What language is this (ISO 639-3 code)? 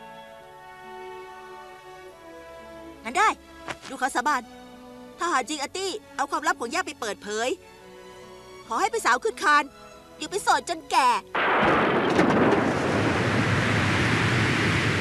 tha